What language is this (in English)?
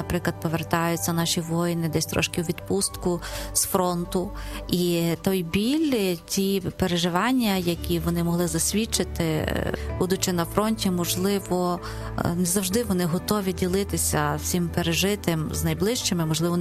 Ukrainian